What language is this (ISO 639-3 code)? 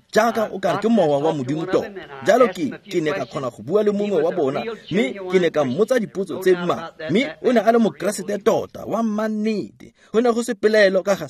tsn